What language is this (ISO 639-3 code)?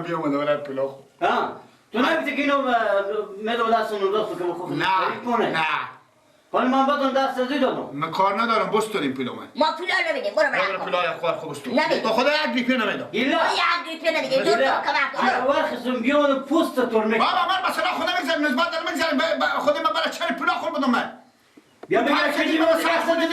fas